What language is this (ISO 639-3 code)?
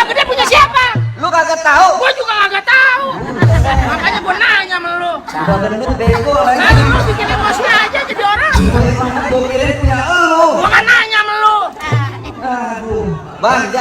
bew